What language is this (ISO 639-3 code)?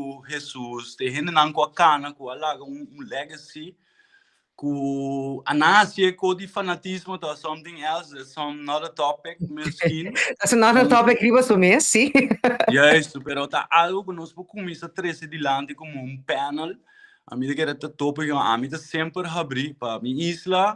pap